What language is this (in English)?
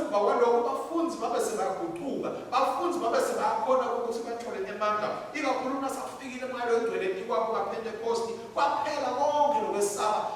Swati